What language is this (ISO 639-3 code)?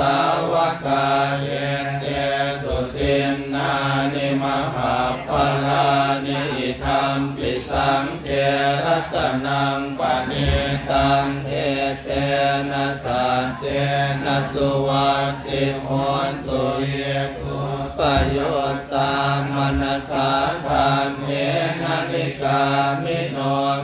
pli